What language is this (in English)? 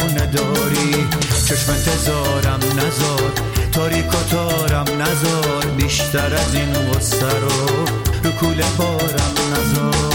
Persian